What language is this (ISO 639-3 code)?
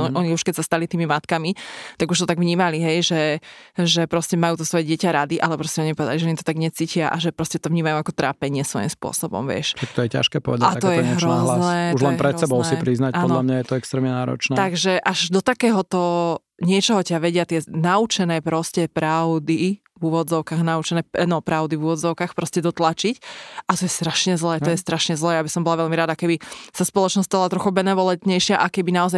slk